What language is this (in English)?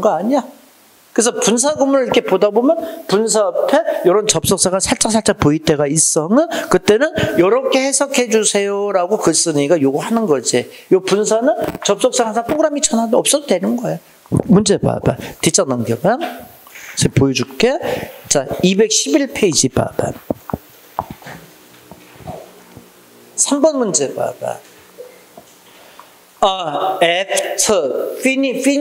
Korean